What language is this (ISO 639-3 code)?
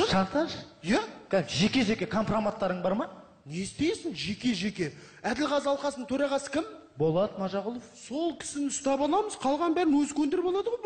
kaz